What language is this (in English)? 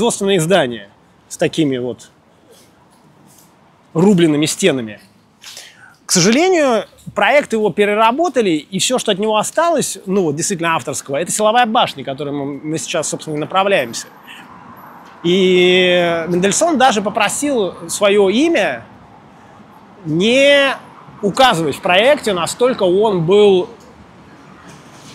Russian